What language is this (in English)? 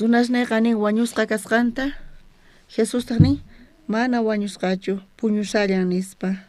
South Bolivian Quechua